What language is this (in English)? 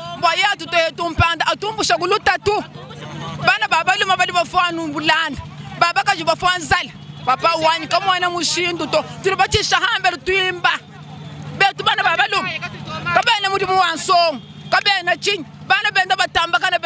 Luba-Lulua